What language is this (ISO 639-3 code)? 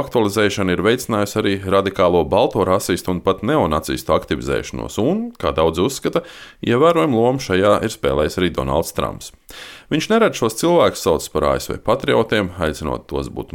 lav